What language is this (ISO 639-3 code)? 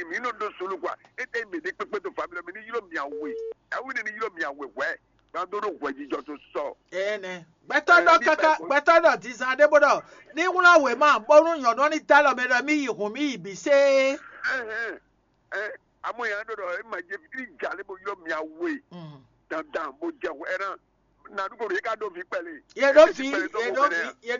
fon